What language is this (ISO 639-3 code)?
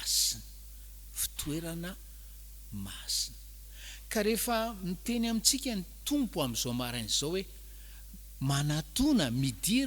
mlg